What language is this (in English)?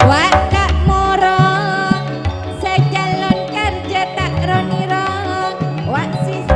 Madurese